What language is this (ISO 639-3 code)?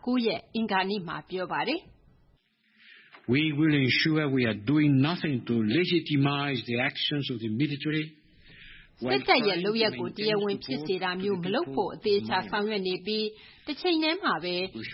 mya